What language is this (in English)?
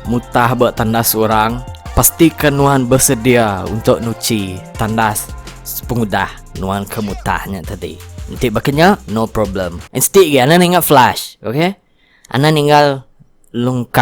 Iban